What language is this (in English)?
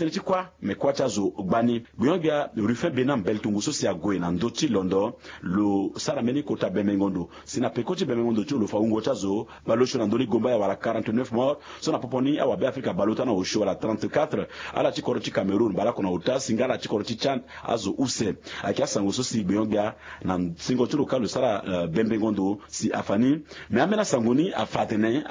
Sango